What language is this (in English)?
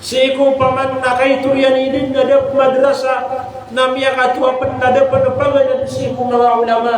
Maranao